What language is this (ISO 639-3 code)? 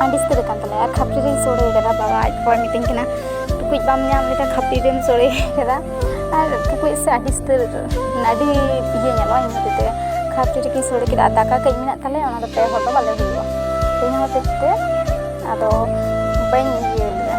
sat